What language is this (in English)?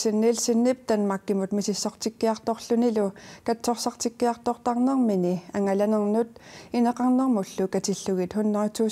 Kalaallisut